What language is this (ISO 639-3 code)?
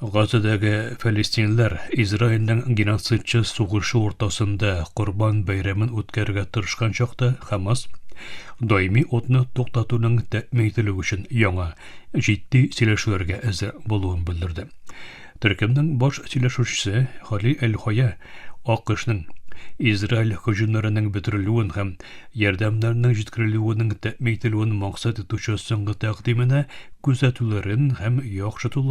tat